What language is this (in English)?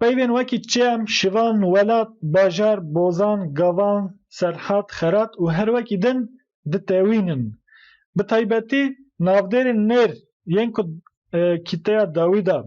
Kurdish